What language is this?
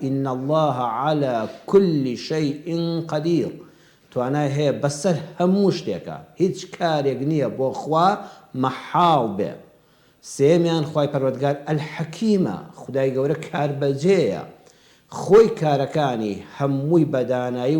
Central Kurdish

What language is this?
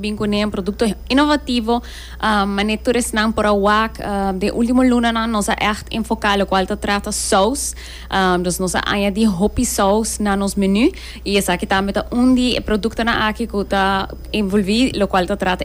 Papiamento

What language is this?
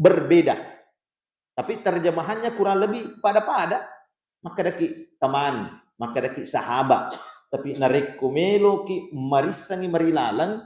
Buginese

